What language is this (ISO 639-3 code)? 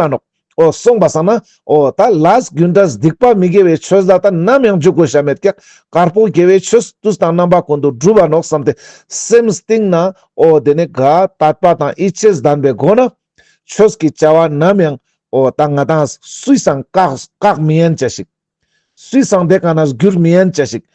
lbj